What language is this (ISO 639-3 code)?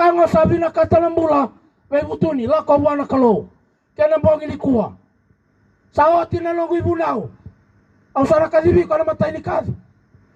fij